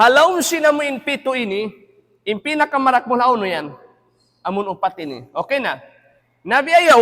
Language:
Tausug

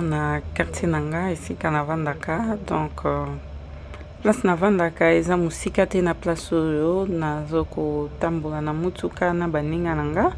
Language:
Lingala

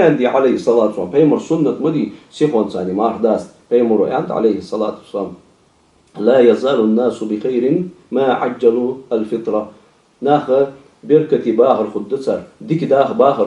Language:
Ingush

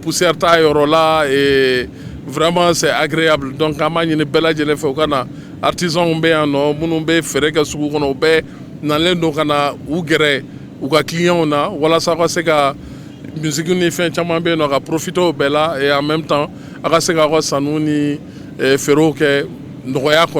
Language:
Bambara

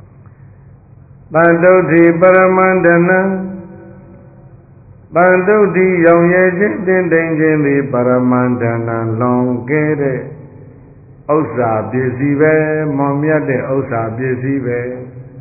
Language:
Burmese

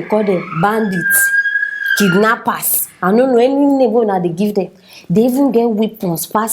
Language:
Nigerian Pidgin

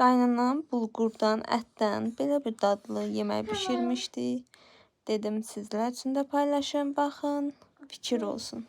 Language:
Azerbaijani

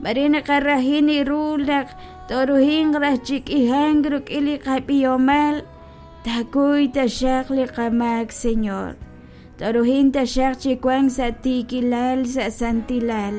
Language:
Kekchí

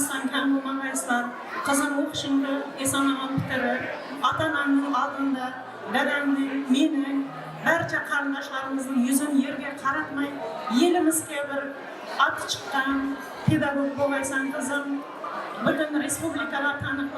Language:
Kara-Kalpak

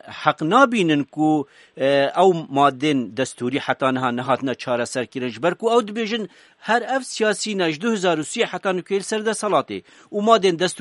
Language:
Kurdish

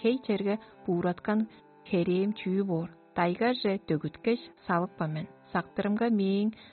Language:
Tuvinian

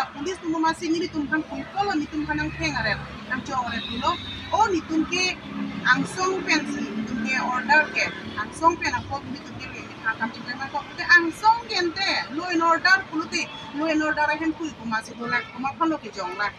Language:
Karbi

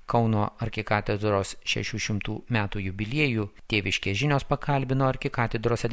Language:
Lithuanian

